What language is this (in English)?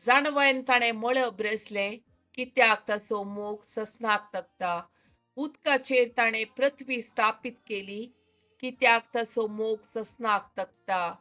Konkani